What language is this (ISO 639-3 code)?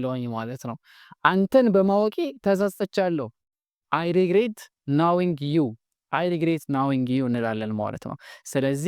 amh